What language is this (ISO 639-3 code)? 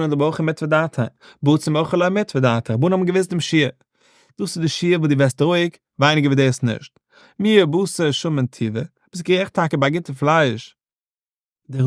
yid